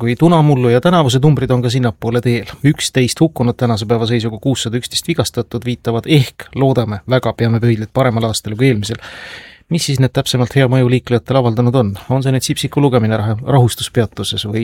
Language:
Estonian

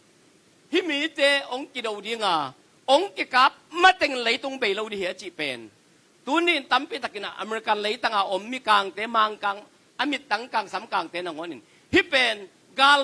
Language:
Tedim Chin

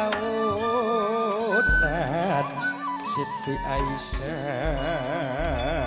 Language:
Madurese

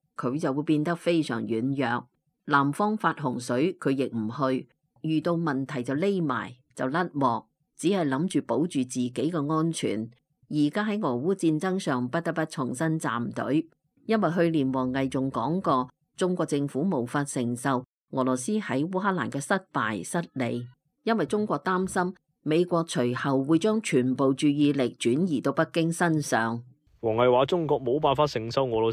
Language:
Cantonese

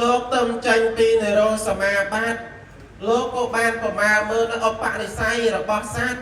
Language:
Khmer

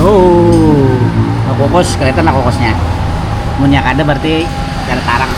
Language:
Banjar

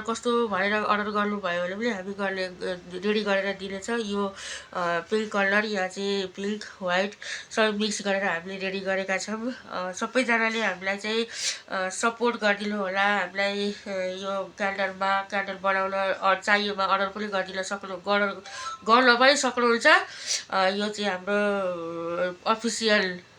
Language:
Nepali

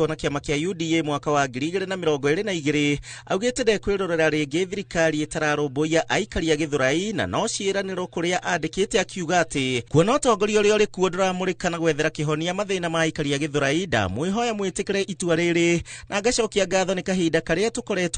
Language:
Kikuyu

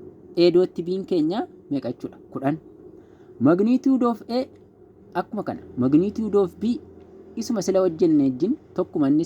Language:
Oromo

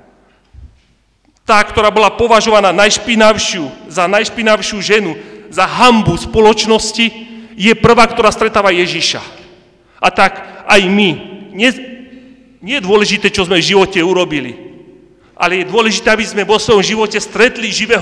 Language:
Slovak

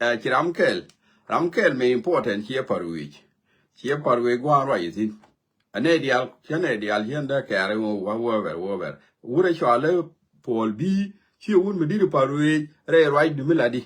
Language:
Nuer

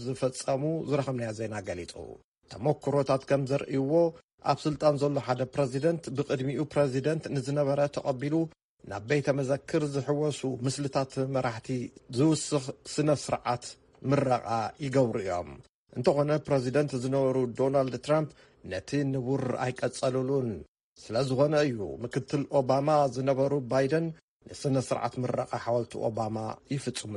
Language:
Tigrinya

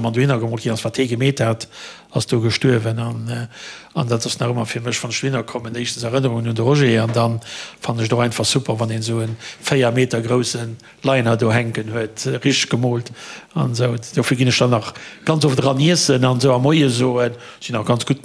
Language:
Luxembourgish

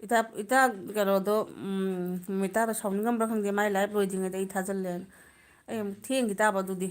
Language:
Manipuri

